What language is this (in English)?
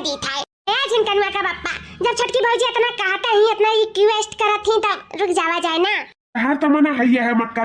Awadhi